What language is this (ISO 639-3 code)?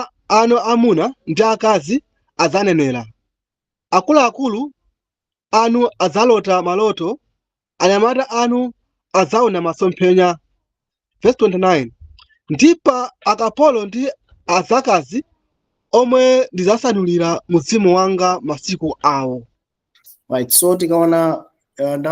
nya